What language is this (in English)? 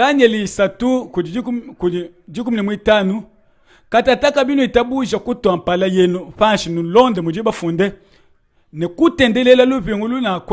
Luba-Lulua